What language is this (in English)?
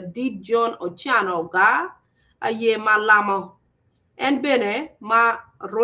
Acoli